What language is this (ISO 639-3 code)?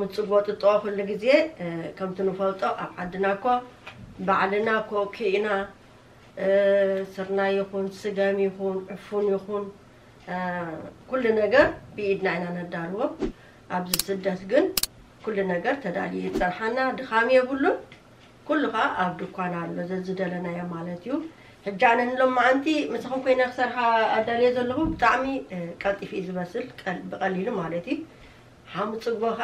tir